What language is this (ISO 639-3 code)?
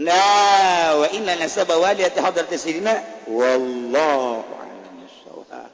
sun